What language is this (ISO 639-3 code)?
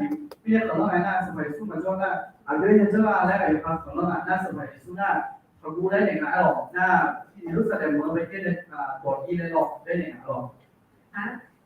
ahk